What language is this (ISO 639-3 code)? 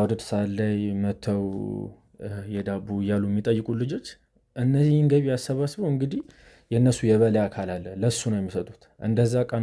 amh